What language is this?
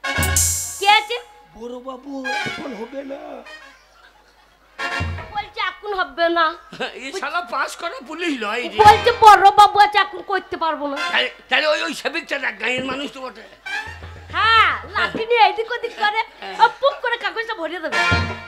Bangla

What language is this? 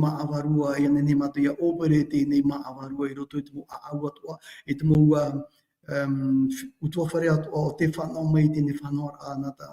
Tahitian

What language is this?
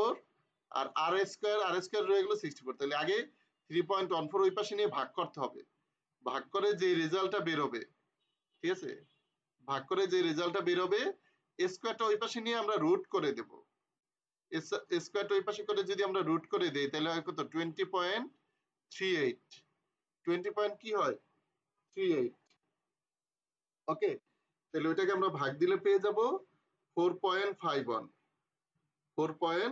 Bangla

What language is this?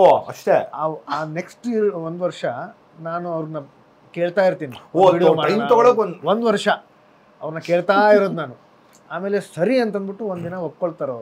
Kannada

